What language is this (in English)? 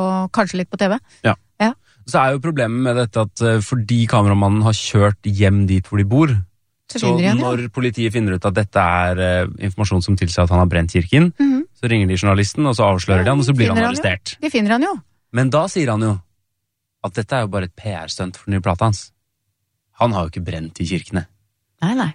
Norwegian